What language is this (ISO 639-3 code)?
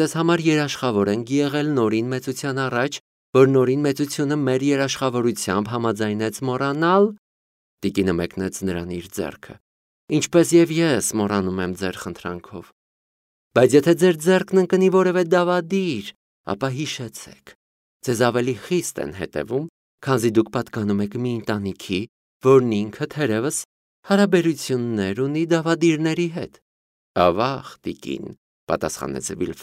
hye